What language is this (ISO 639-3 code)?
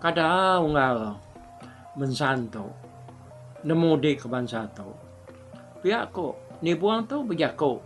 iba